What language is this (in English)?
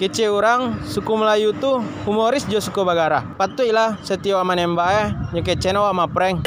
Minangkabau